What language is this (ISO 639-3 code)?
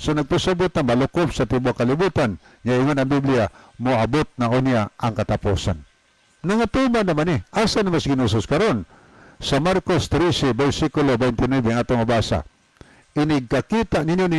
ceb